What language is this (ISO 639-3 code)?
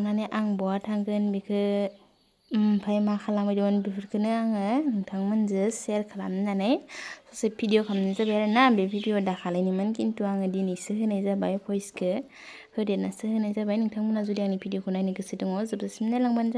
brx